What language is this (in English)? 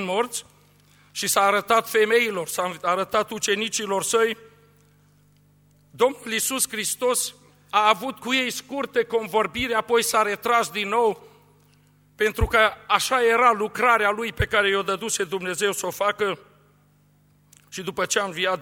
Romanian